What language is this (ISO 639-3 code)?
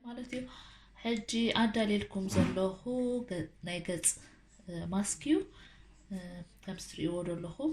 tir